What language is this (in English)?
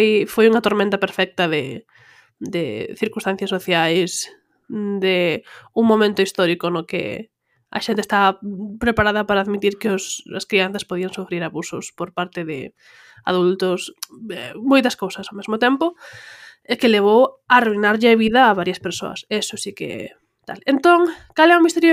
Galician